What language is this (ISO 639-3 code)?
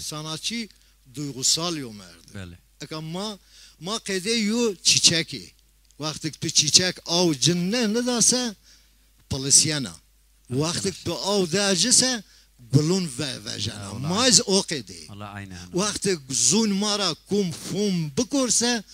zza